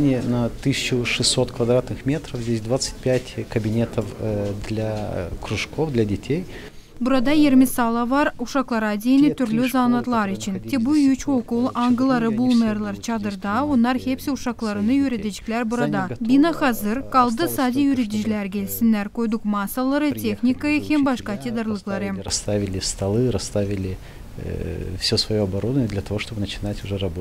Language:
Gagauz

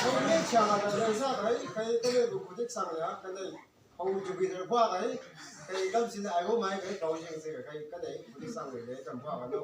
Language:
Chang Naga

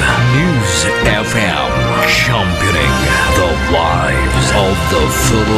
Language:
Hiligaynon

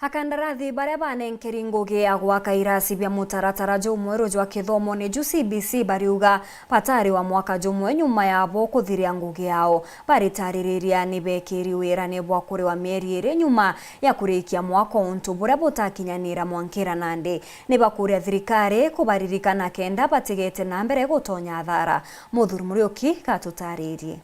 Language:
Meru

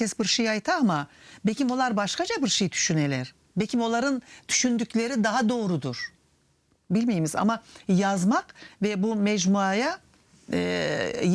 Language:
Crimean Tatar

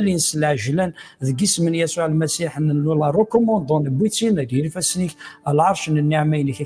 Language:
Kabyle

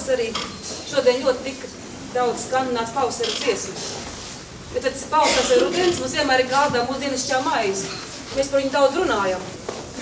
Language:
Latvian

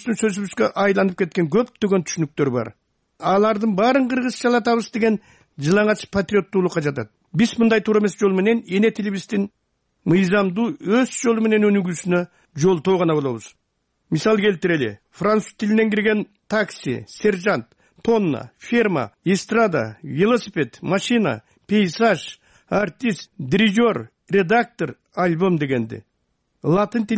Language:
Kyrgyz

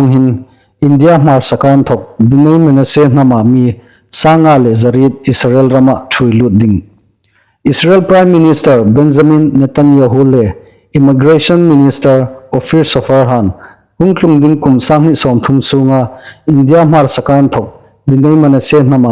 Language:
Hmar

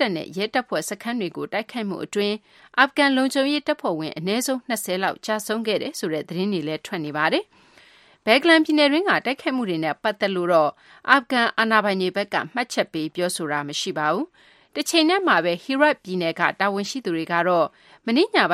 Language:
Burmese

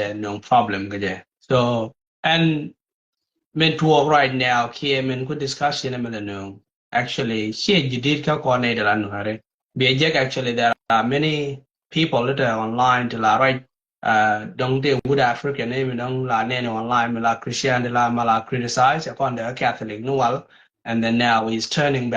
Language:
Nuer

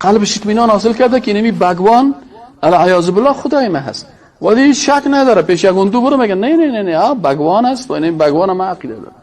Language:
Persian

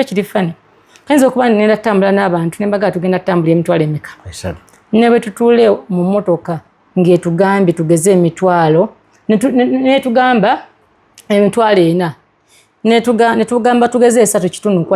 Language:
Ganda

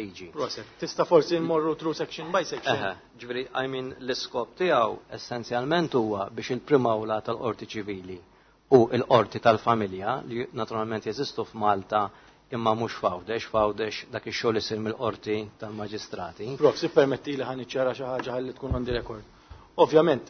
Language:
Maltese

